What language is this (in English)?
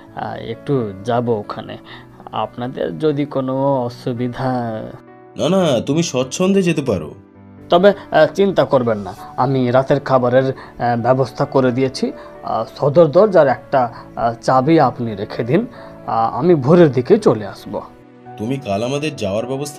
Bangla